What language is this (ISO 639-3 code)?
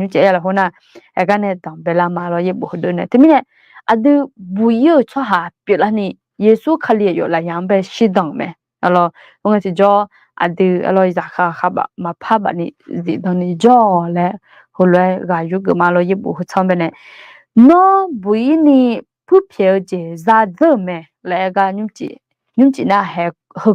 ahk